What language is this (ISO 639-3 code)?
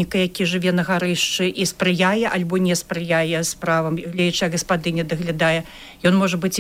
bel